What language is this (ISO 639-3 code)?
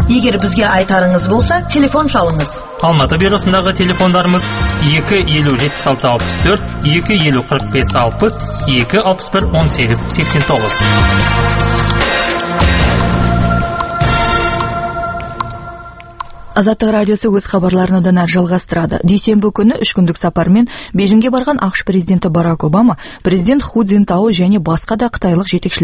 kaz